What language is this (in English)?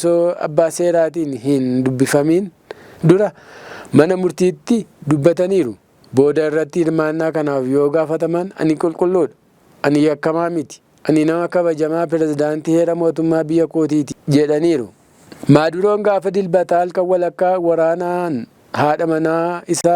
Oromo